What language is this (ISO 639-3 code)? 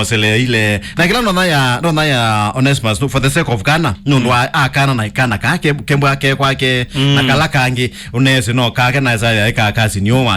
kam